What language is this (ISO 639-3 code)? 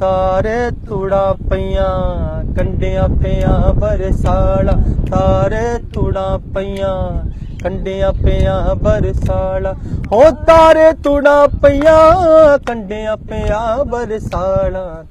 doi